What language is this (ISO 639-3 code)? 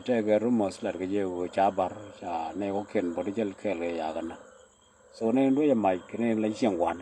nus